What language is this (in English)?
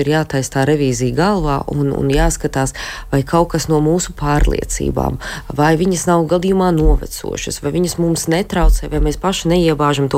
Latvian